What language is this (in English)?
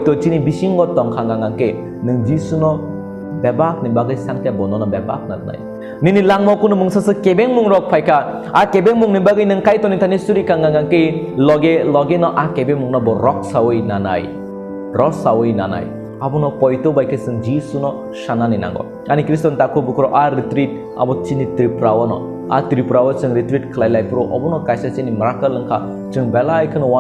Kok Borok